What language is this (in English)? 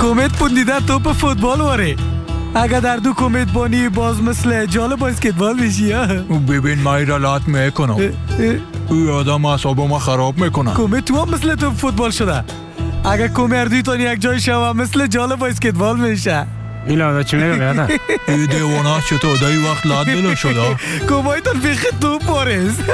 Persian